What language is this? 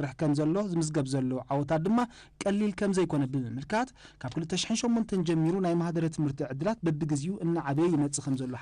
Tigrinya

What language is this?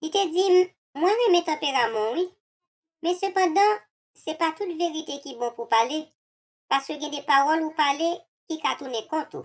Haitian Creole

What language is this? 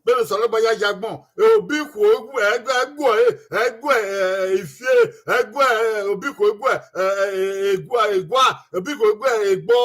Bini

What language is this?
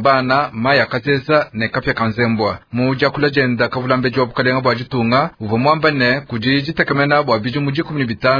Luba-Lulua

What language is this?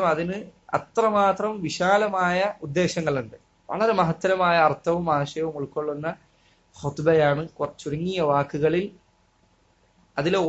Malayalam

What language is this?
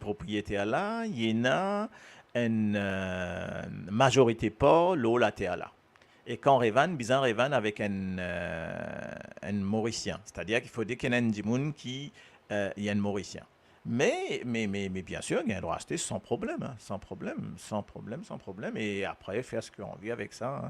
Morisyen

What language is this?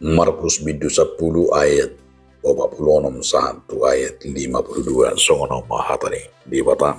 Batak Toba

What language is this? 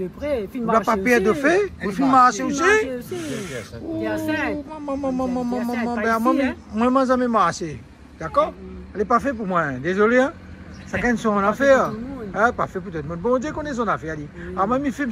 Réunion Creole French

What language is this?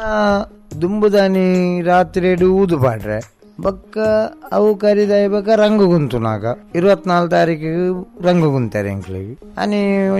Tulu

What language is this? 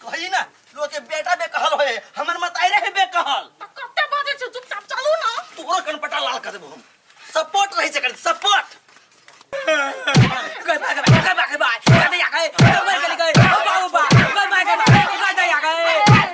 Maithili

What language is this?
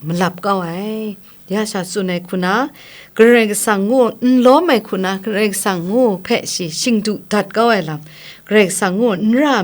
Kachin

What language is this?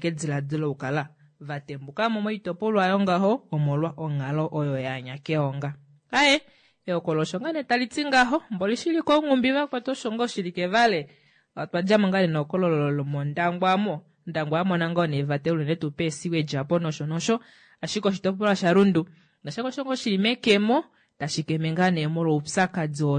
Kuanyama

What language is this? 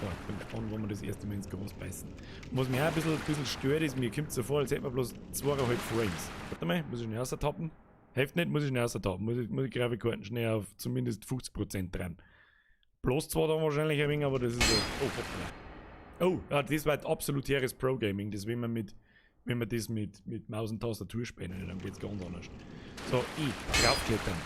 Bavarian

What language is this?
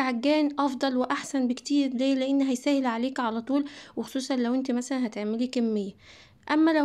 Egyptian Arabic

